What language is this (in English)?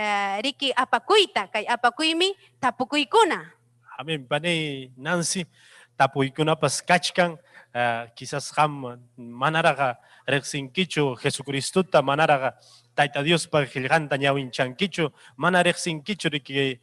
Ayacucho Quechua